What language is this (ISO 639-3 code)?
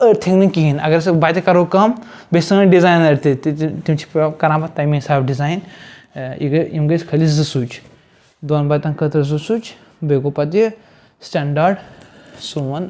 kas